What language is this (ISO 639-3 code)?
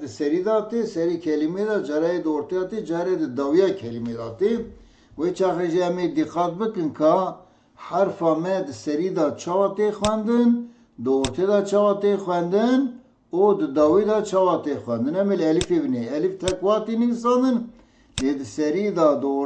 kur